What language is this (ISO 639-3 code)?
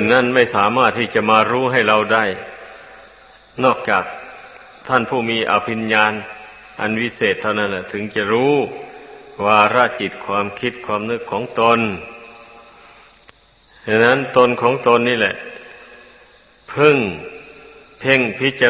tha